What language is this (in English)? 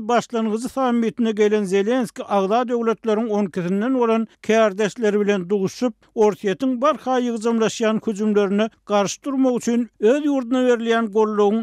Turkmen